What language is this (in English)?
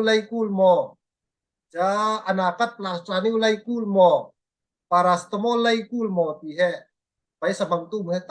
Falam Chin